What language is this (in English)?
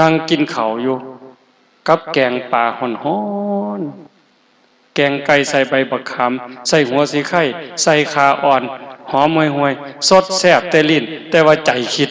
Northeastern Thai